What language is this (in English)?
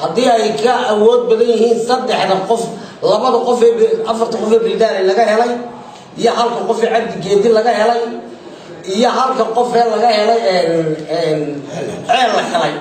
Somali